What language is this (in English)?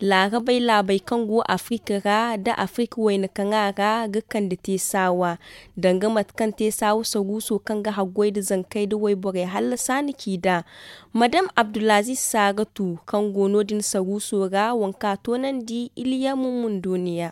Zarma